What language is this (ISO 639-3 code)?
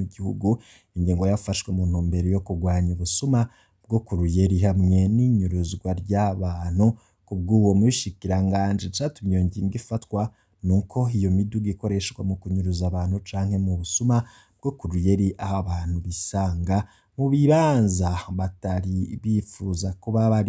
run